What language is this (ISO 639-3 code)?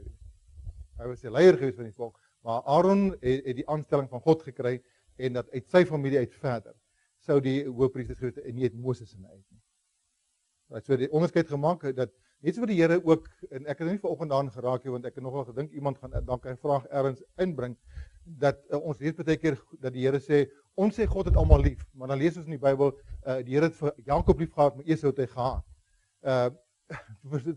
afr